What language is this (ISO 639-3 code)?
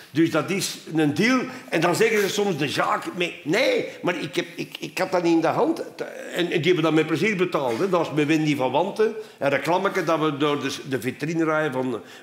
nld